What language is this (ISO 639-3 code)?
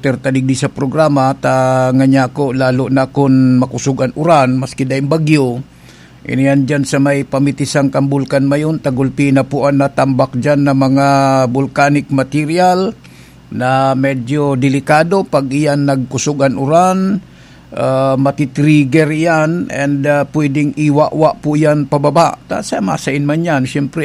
bik